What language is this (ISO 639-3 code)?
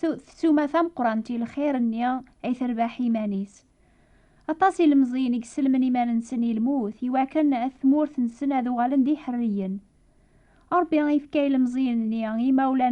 kab